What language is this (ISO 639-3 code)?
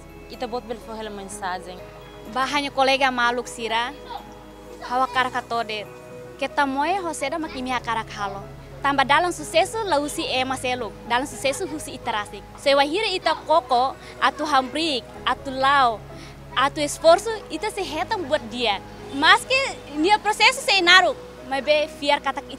tet